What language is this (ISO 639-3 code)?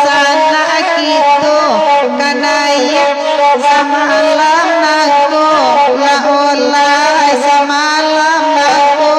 min